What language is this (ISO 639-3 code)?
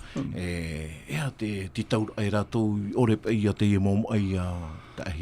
tah